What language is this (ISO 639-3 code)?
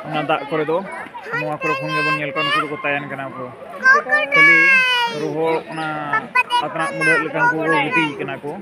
sat